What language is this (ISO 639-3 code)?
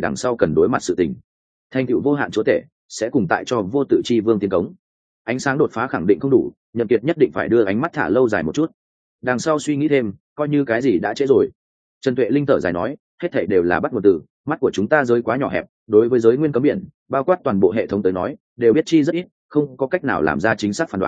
vie